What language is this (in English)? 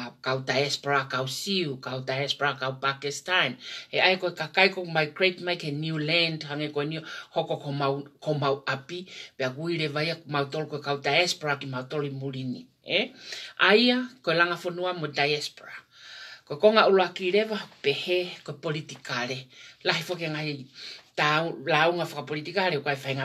Tongan